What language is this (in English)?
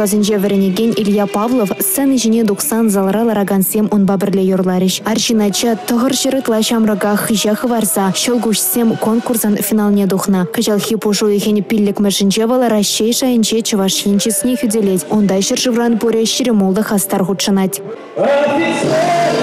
Chuvash